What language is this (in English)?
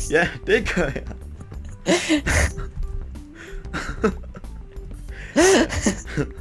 Danish